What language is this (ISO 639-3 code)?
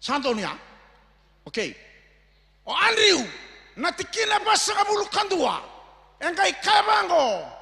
fij